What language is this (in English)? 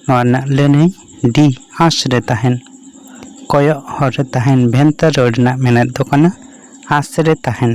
Santali